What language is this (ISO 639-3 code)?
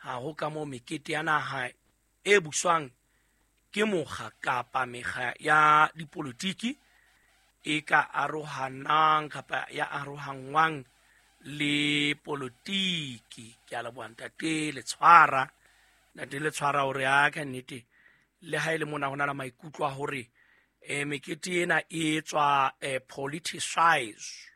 sot